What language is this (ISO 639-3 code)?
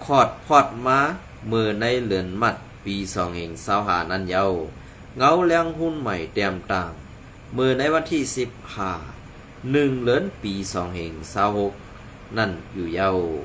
shn